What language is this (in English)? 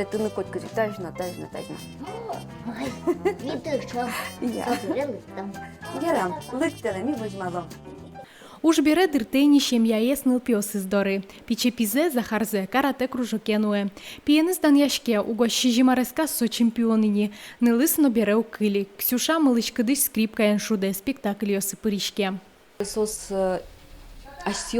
Udmurt